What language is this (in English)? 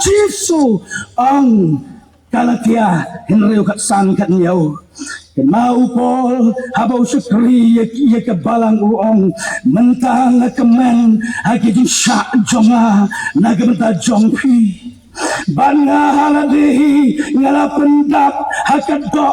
Khasi